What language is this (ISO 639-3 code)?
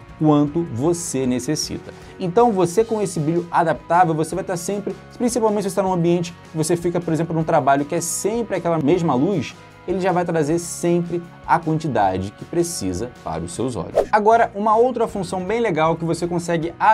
por